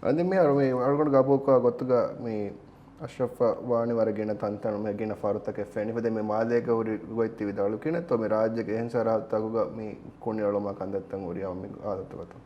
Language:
Divehi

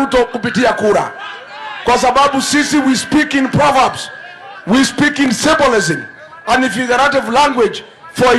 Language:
Gusii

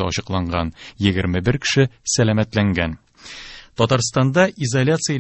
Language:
Tatar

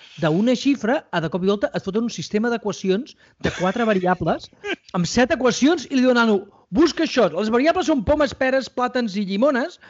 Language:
Catalan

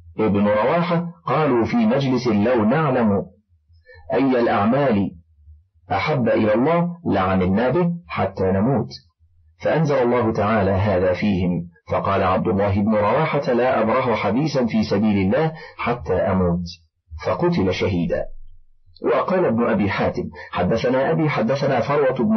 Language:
Arabic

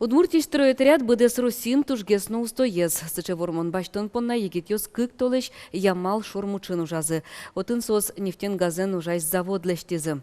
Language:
Udmurt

